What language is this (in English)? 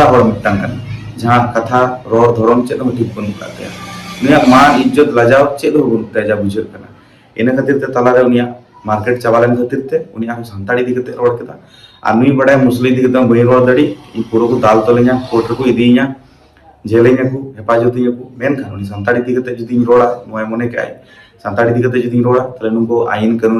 Santali